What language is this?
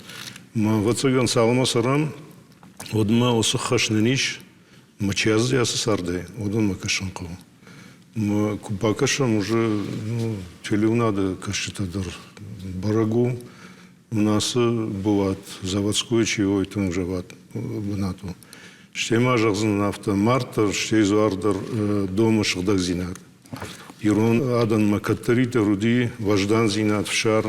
Ossetic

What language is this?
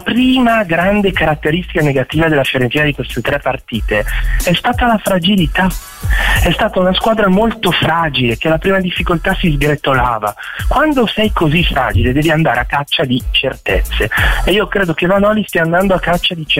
Italian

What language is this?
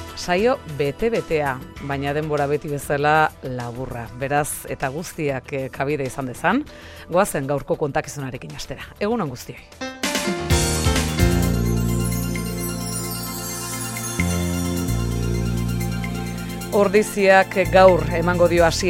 Basque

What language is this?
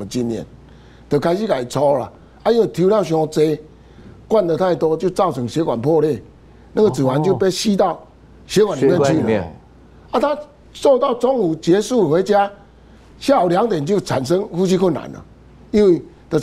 Chinese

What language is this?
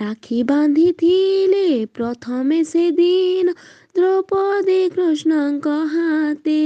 Odia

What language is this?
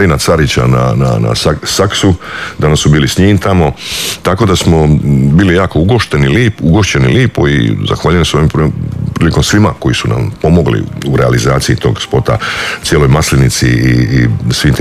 Croatian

